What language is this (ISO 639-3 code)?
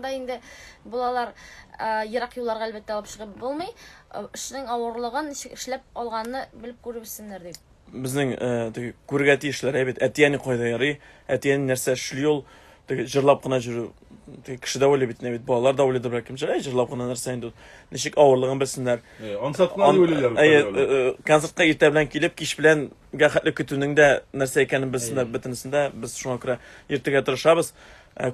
tat